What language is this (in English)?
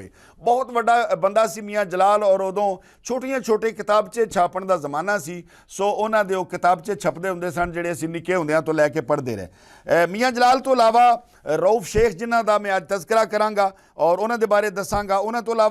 Western Panjabi